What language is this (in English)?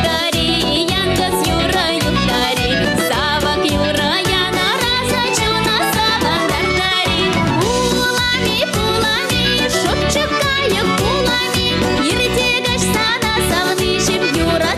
Chuvash